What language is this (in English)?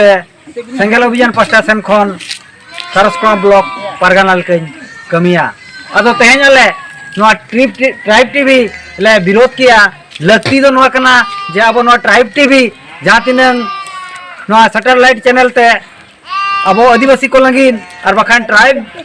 Santali